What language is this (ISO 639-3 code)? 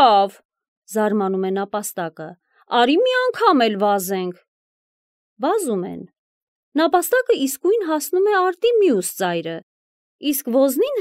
hye